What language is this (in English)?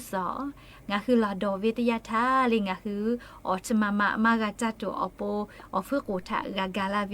Lahu